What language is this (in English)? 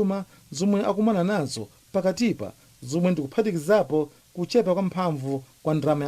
Nyanja